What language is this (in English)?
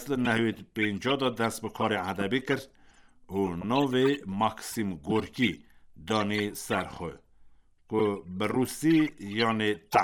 Kurdish